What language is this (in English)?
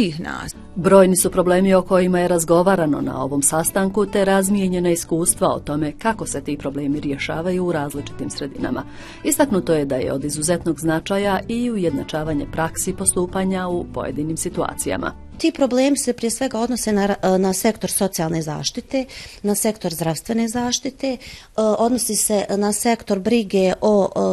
Bosnian